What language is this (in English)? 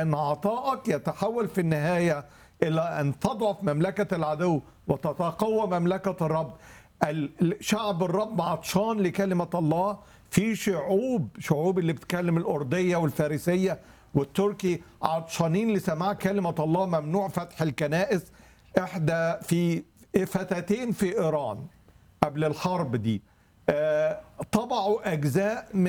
Egyptian Arabic